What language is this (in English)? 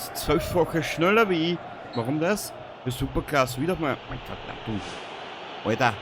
Bavarian